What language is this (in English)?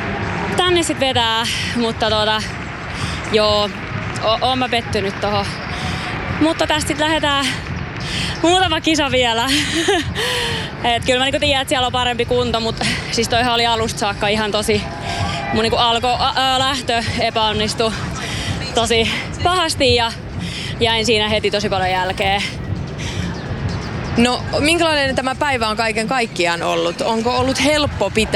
Finnish